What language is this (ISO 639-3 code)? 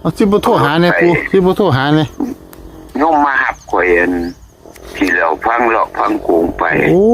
tts